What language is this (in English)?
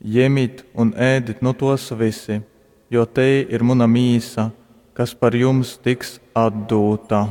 Latgalian